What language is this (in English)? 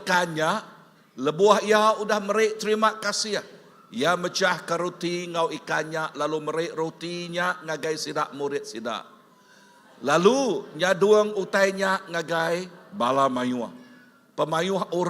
Iban